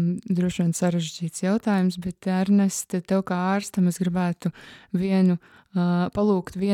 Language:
Latvian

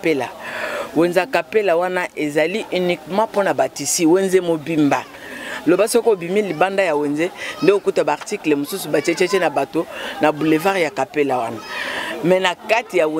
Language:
Lingala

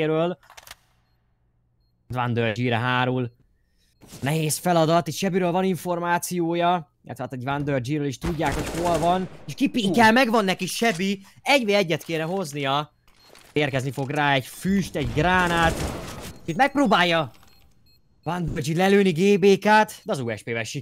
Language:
Hungarian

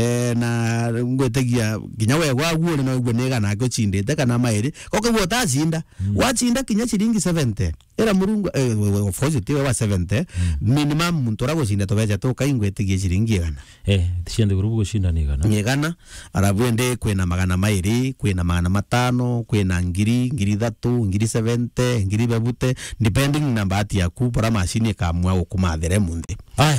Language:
Meru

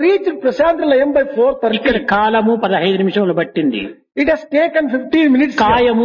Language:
Telugu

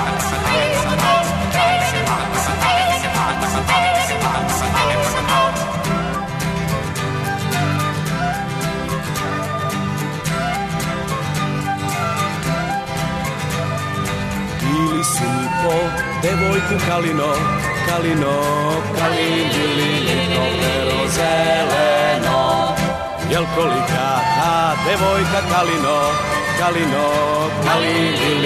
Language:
Serbian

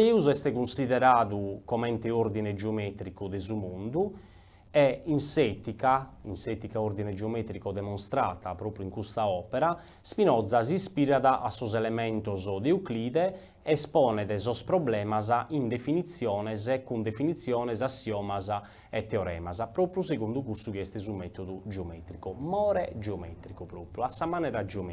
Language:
Sardinian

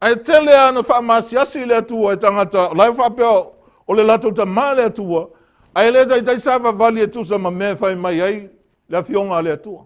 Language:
Samoan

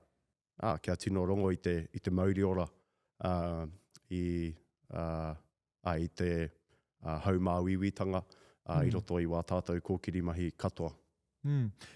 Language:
Māori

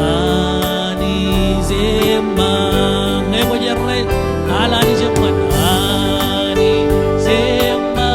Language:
Marshallese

